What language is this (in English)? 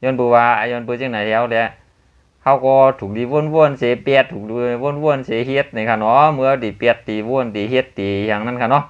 Shan